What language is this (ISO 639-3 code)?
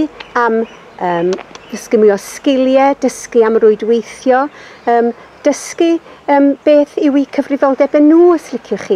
cym